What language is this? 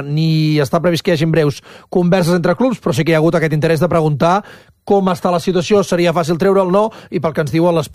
Catalan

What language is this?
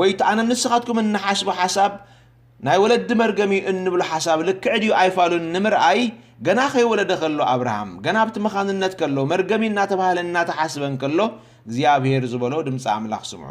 Tigrinya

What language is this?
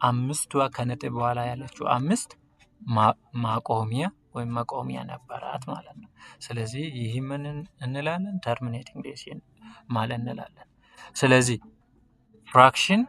Amharic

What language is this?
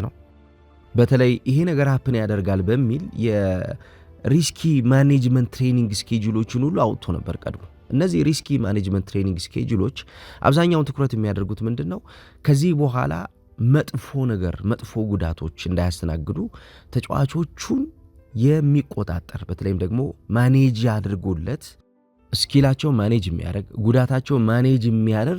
Amharic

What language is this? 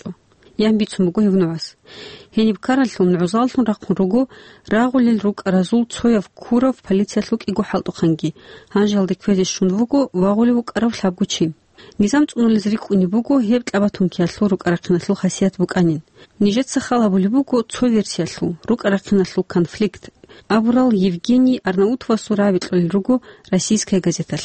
Avaric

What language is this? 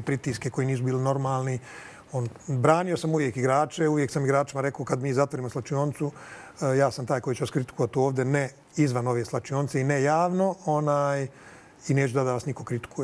Croatian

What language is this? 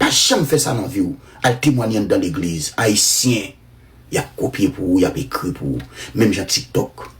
Haitian Creole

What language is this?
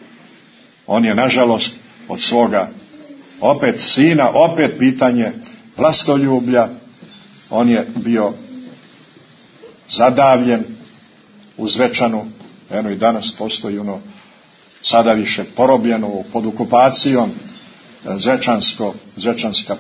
Serbian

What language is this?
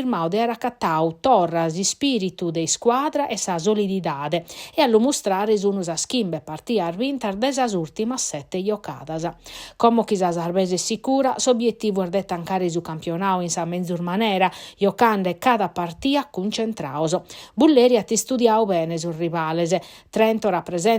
Sardinian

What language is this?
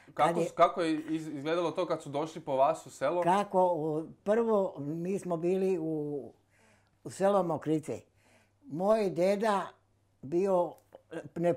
Bosnian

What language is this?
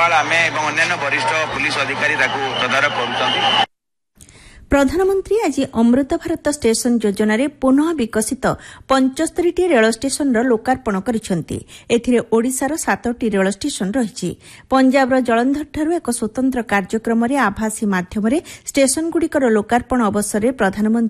Odia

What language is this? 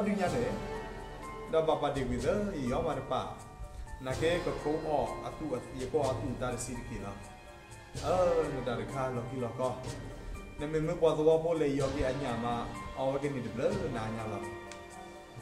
S'gaw Karen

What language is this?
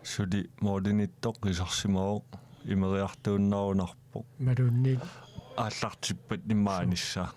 Kalaallisut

